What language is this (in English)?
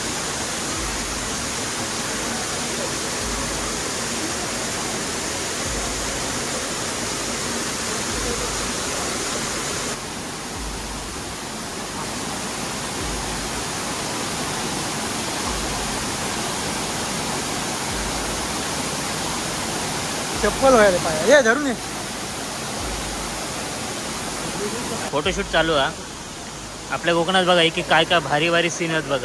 Marathi